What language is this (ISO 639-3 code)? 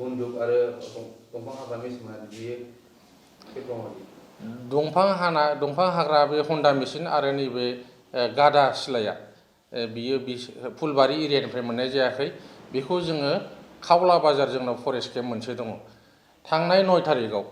brx